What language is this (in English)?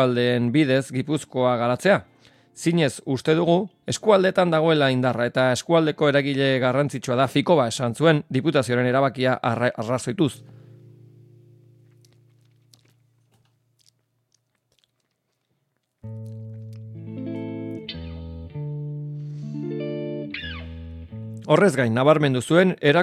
Basque